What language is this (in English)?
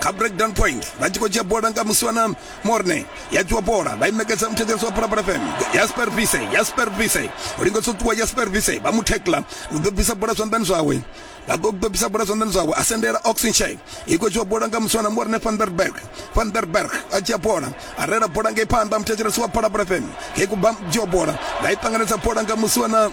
Venda